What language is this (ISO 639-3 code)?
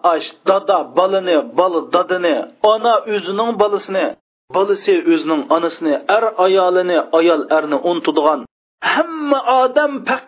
uig